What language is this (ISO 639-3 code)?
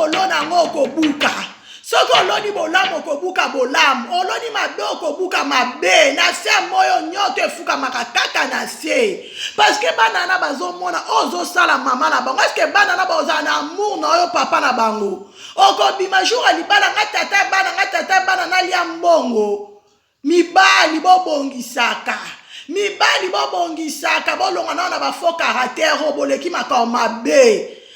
lin